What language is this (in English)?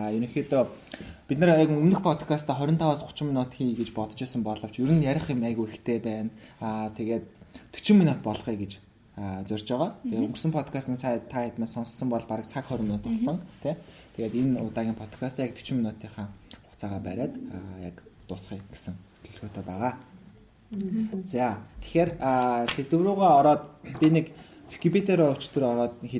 Mongolian